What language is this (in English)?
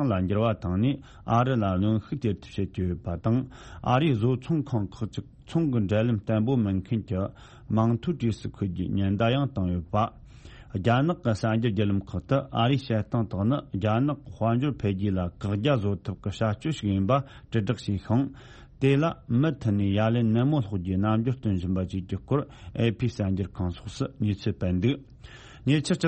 Tibetan